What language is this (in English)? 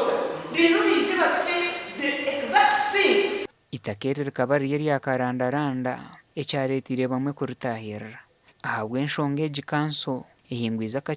Nyankole